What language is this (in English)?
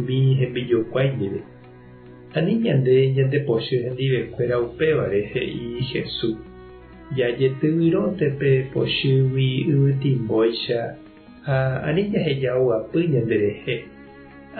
Guarani